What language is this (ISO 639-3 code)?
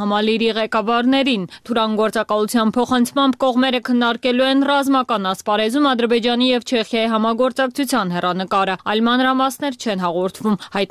hye